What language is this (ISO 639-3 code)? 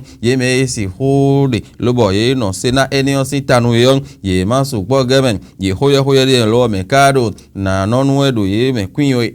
fon